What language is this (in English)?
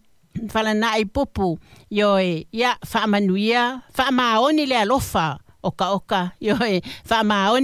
Samoan